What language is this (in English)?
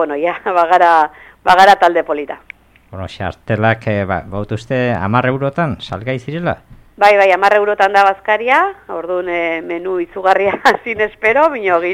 Basque